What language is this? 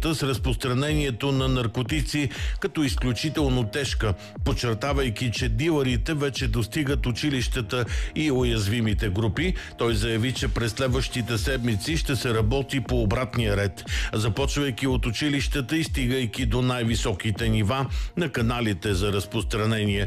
Bulgarian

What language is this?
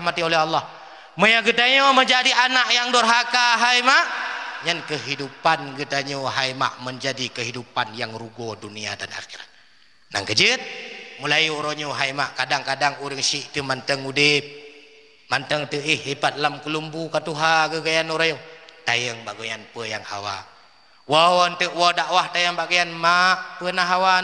Achinese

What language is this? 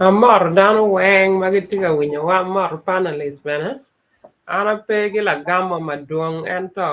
Acoli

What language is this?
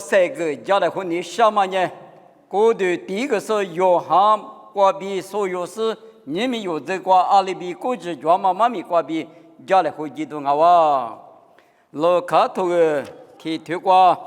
Lisu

